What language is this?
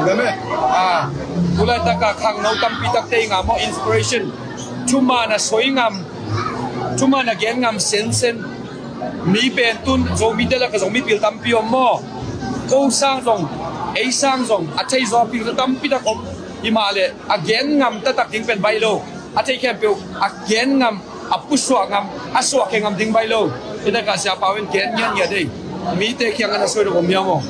Tedim Chin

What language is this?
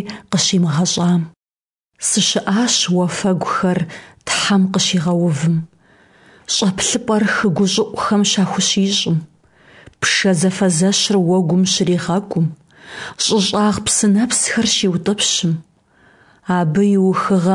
Kabardian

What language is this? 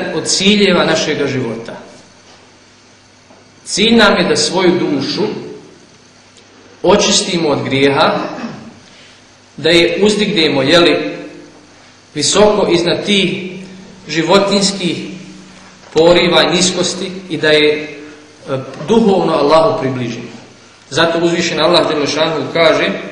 Bosnian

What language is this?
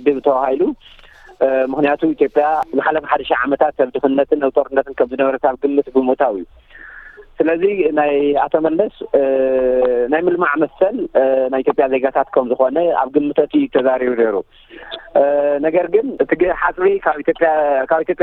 Tigrinya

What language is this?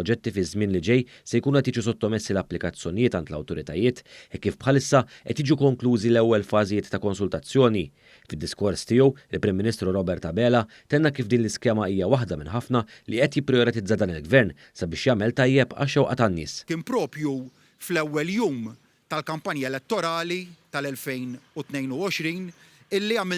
Maltese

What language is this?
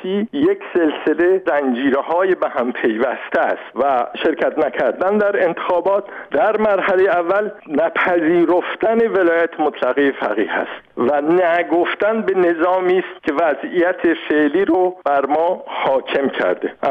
Persian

